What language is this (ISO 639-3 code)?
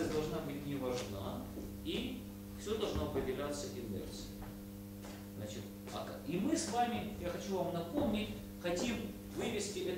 rus